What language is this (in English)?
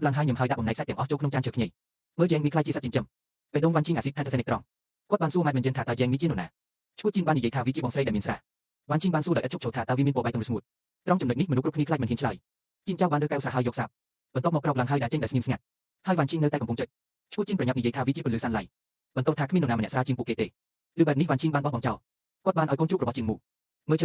Khmer